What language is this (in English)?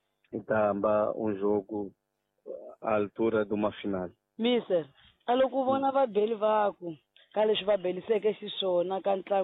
Tsonga